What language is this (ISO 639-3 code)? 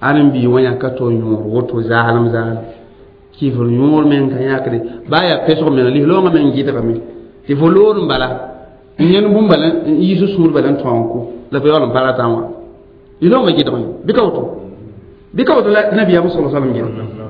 mos